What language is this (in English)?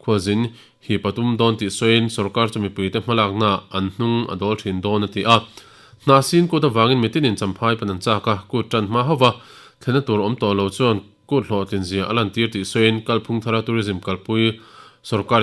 Mizo